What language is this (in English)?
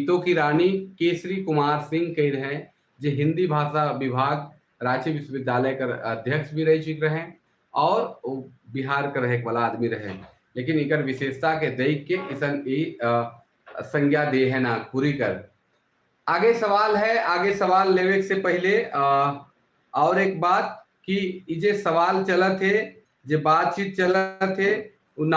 Sadri